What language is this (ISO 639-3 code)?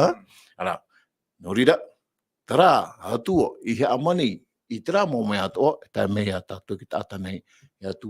tah